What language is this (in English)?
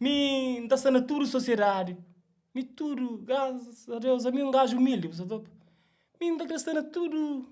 Kabuverdianu